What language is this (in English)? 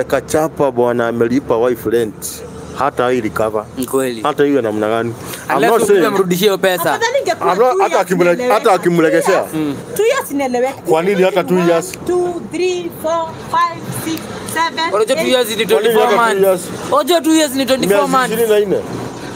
Swahili